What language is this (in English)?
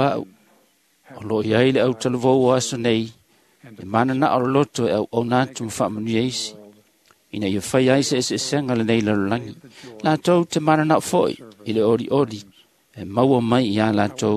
Samoan